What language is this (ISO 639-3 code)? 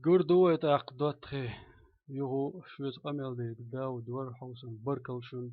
che